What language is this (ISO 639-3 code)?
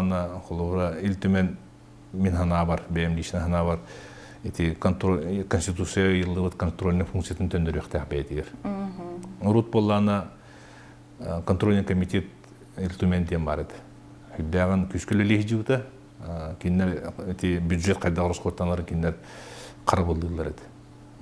sah